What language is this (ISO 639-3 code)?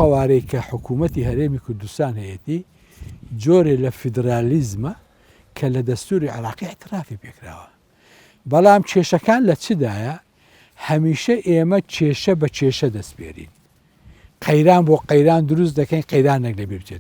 ckb